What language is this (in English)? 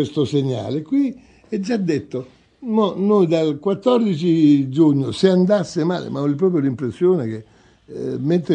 Italian